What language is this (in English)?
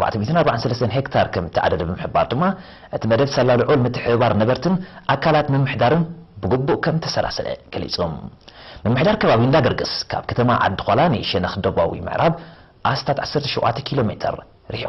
Tigrinya